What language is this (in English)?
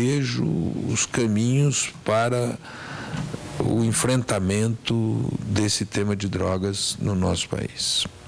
Portuguese